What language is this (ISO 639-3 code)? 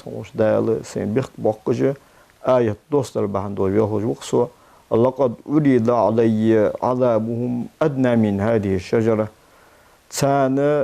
inh